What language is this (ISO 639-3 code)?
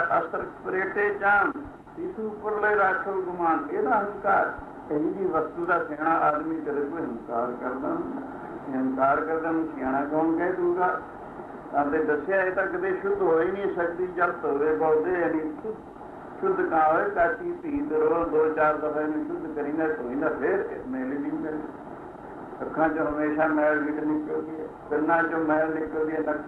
pan